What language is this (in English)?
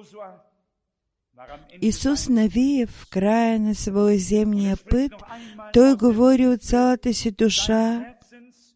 Bulgarian